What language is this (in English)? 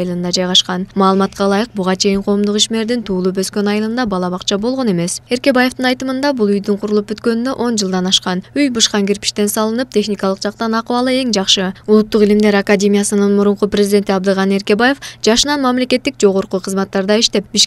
Kyrgyz